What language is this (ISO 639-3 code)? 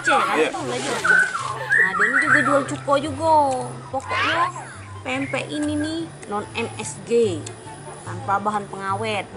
mui